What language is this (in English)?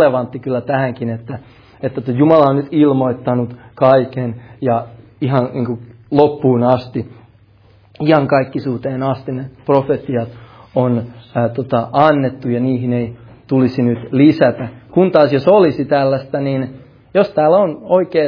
Finnish